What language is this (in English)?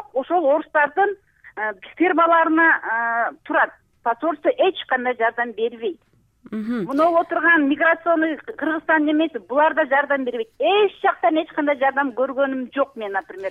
Kyrgyz